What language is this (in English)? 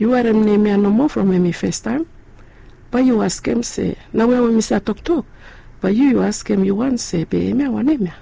Bislama